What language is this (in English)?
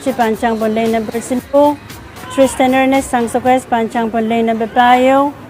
Pohnpeian